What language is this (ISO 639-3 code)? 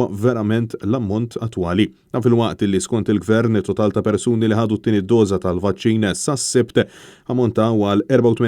mlt